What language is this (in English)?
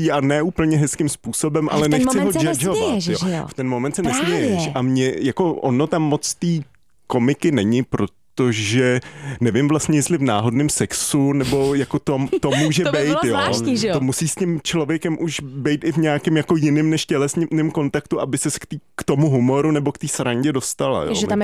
Czech